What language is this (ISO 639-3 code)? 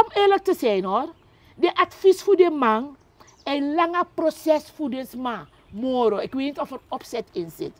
srn